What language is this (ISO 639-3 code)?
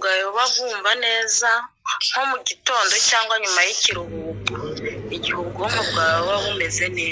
kin